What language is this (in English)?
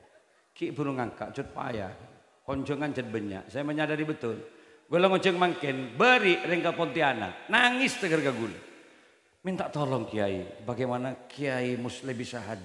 Madurese